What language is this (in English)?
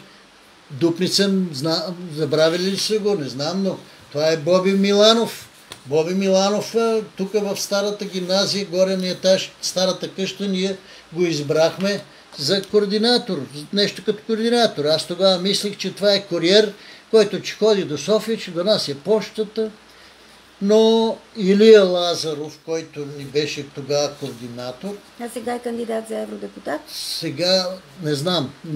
Bulgarian